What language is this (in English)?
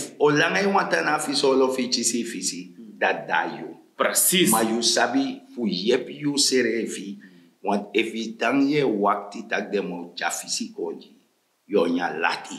Sranan Tongo